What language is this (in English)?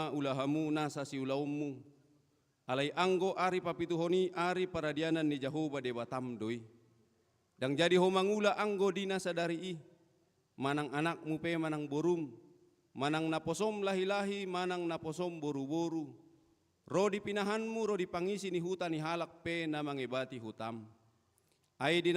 Batak Toba